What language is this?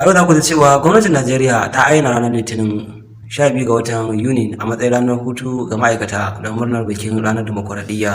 Hausa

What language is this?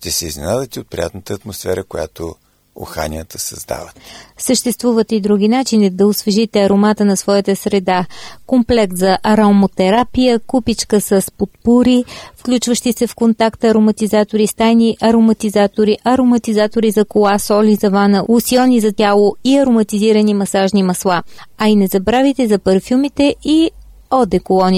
Bulgarian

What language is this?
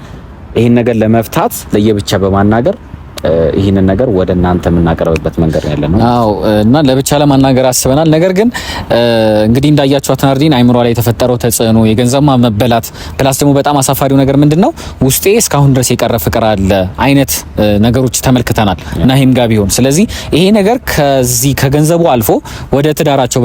Amharic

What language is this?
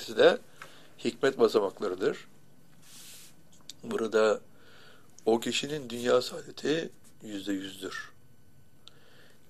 Turkish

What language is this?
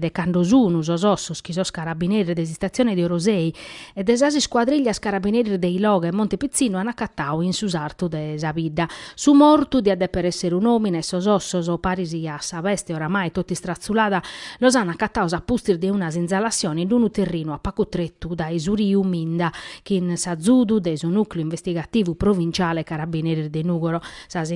Sardinian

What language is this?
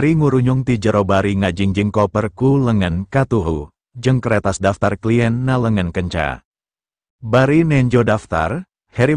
Sundanese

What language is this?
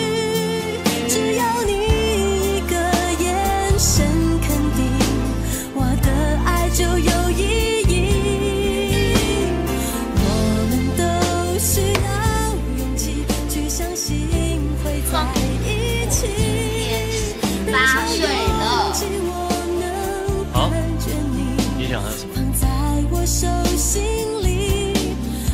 Chinese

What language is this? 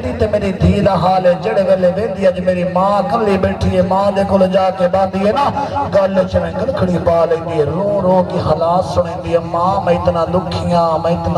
Saraiki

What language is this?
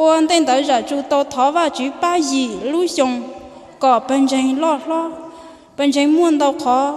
Hmong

